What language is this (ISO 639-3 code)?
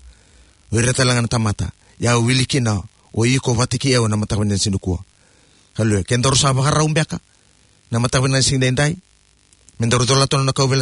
fij